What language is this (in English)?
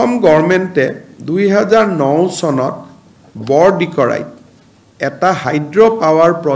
Assamese